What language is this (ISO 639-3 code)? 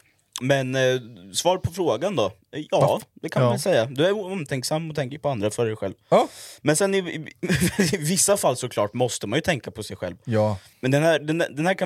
swe